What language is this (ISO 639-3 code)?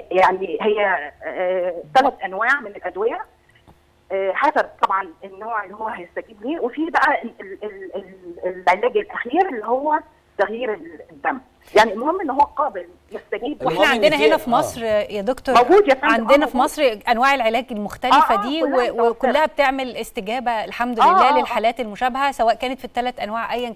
arz